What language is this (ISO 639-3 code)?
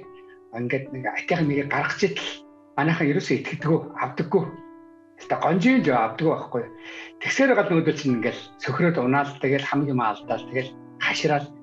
mon